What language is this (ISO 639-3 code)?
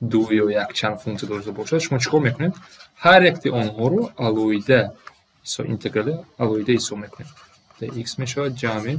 tgk